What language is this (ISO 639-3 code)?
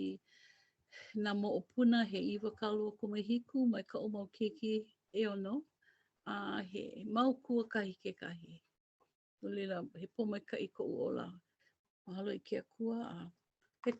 haw